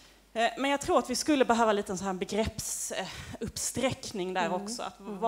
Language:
Swedish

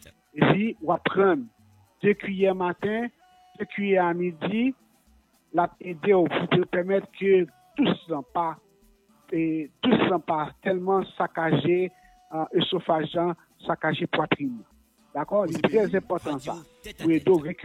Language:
Haitian Creole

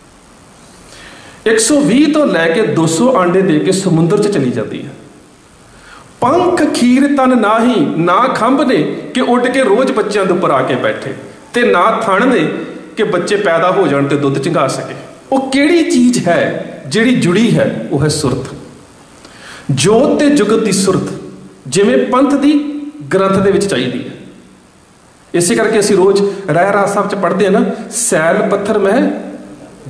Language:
Punjabi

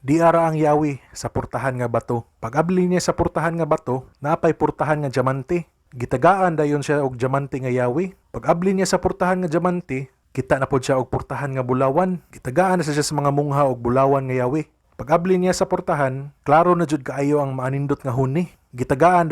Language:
Cebuano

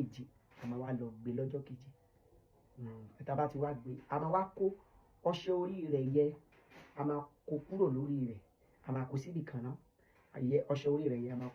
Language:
Yoruba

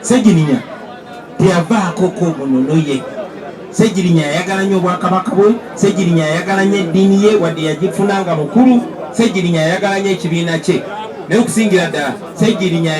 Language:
Ganda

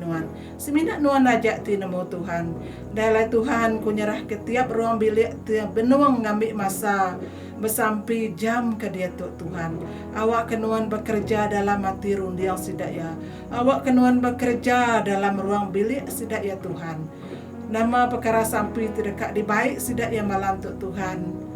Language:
Iban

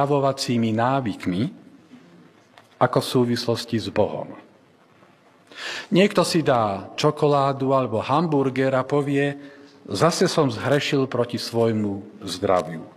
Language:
Slovak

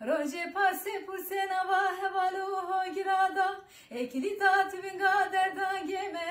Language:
Zaza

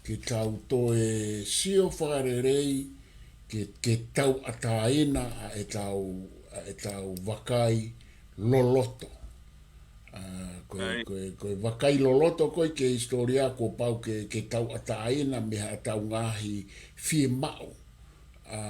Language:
Tongan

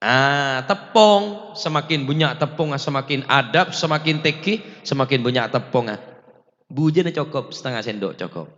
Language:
Madurese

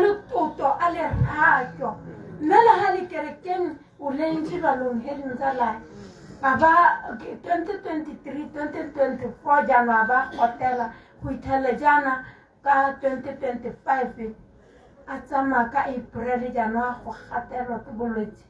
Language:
Tswana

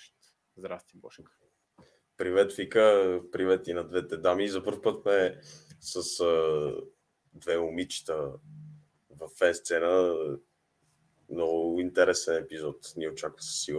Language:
Bulgarian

